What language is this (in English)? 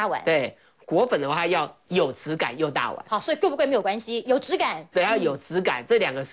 Chinese